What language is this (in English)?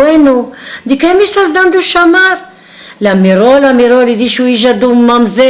Ladino